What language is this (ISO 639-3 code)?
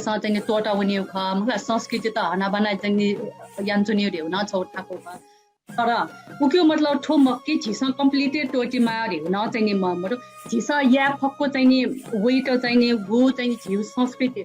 new